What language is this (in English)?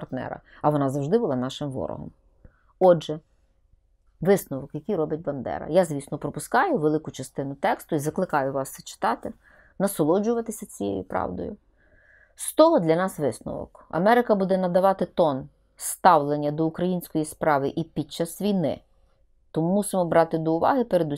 Ukrainian